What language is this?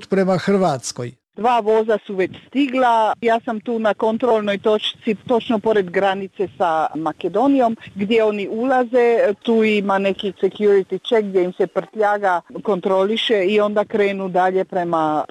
Bosnian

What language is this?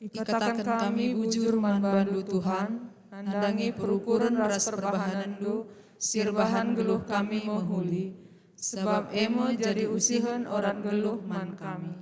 Batak Karo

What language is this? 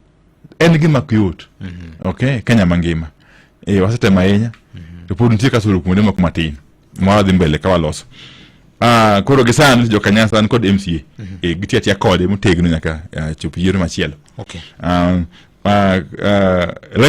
Luo (Kenya and Tanzania)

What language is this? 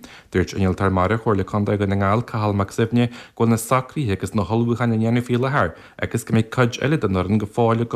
Irish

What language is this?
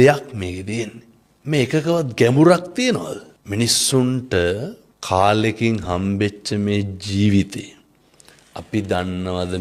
Sinhala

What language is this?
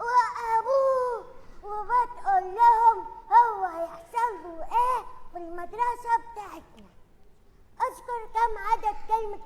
Egyptian Arabic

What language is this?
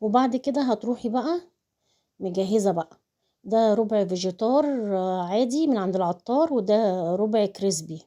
Egyptian Arabic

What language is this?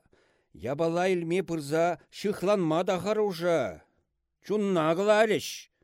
Chuvash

